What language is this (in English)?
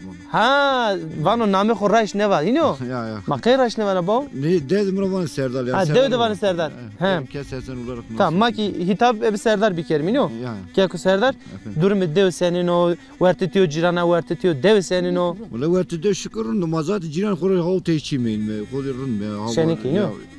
Zaza